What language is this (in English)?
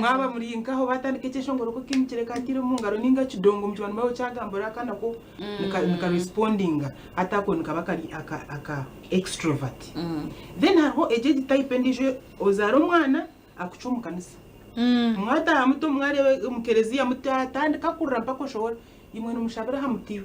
Nyankole